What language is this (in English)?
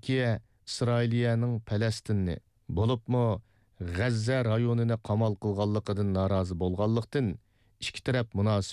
Uyghur